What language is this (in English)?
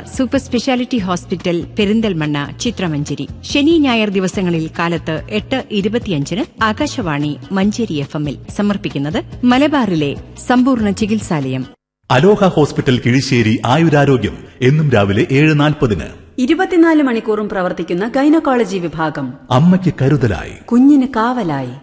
Malayalam